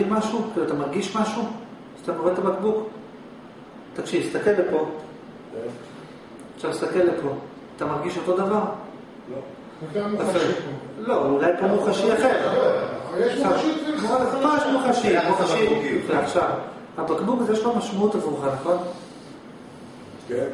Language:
Hebrew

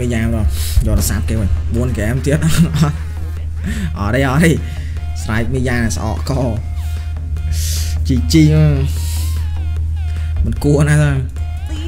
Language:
Vietnamese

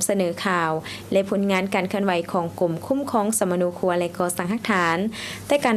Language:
Lao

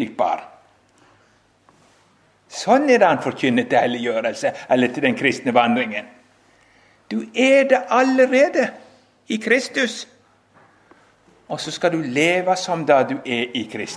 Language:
Norwegian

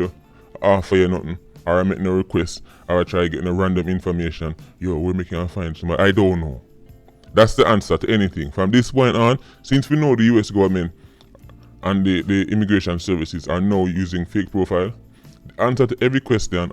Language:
Jamaican Creole English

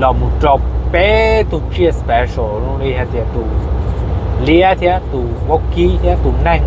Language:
Hmong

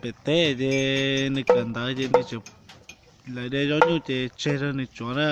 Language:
Hmong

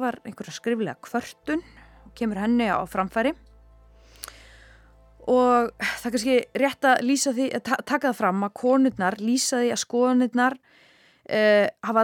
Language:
Icelandic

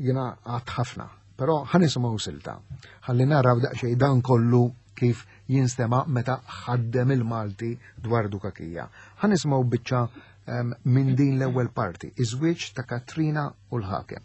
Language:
Maltese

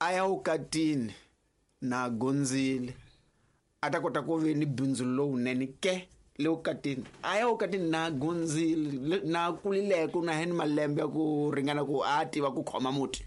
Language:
Tsonga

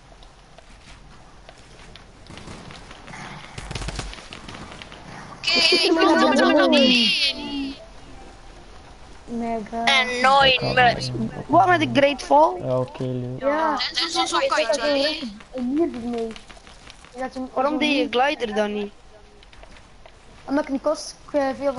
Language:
Dutch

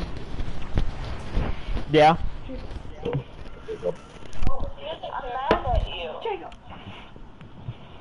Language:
English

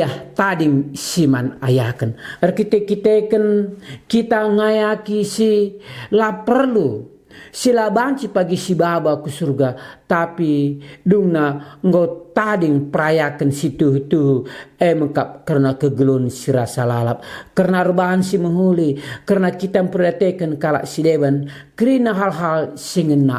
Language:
Batak Karo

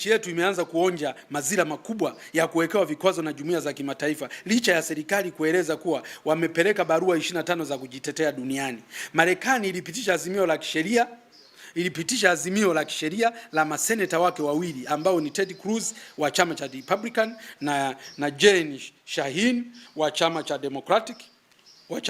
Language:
Swahili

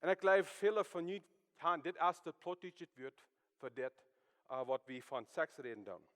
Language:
Plautdietsch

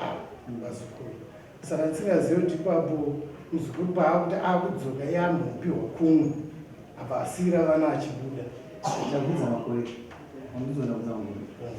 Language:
Shona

